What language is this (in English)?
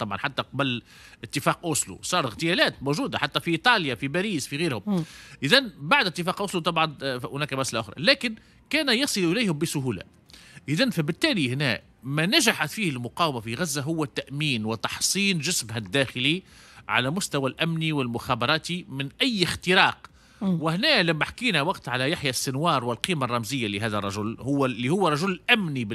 Tunisian Arabic